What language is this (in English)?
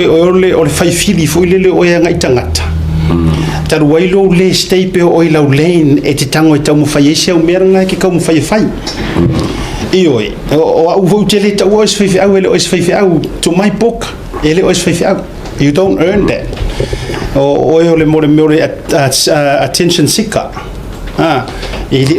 Samoan